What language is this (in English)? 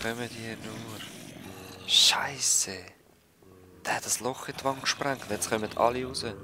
Swiss German